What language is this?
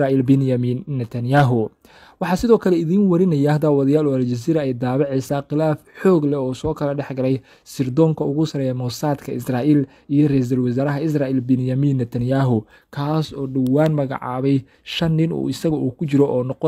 Somali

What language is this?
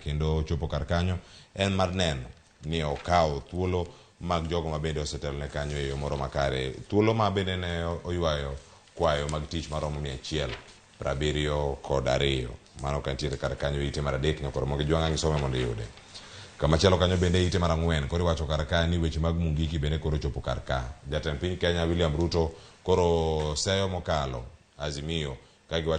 Luo (Kenya and Tanzania)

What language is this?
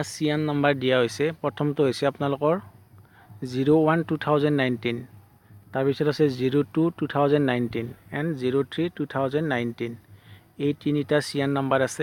Assamese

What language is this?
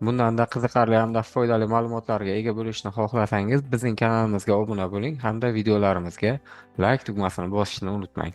Uzbek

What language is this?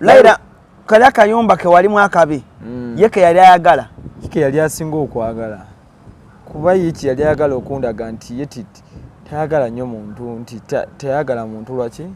Ganda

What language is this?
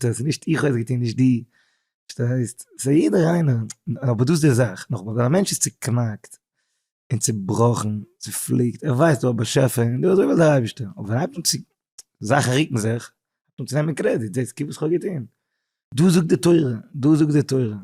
Yiddish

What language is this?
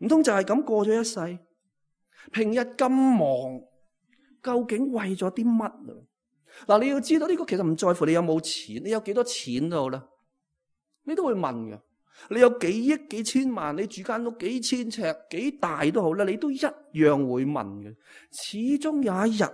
Cantonese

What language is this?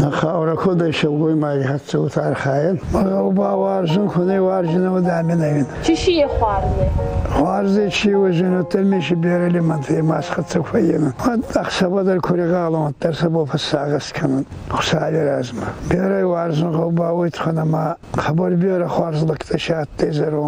Ossetic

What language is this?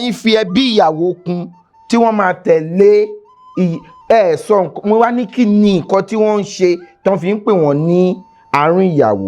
Yoruba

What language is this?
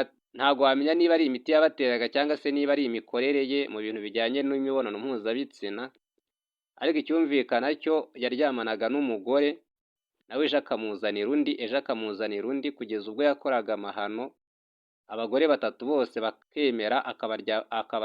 Kinyarwanda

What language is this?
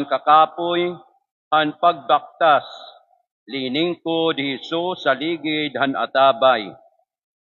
Waray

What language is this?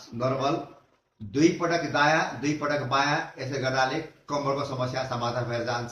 Nepali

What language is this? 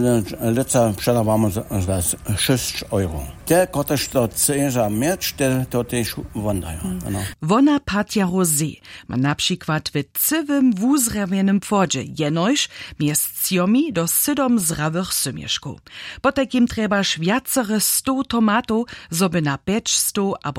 Upper Sorbian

